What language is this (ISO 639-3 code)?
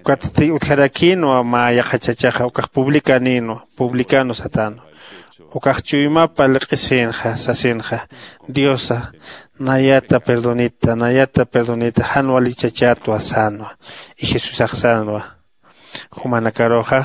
aym